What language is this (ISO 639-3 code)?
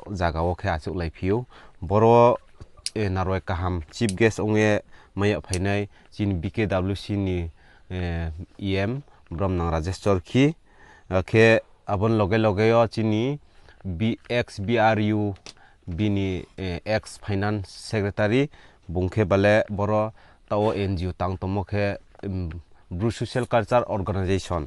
ria